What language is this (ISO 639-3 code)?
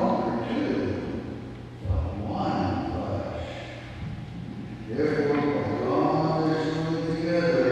eng